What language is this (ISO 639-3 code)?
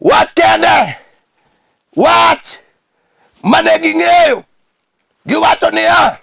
luo